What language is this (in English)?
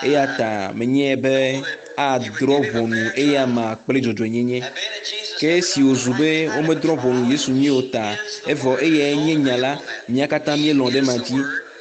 Ewe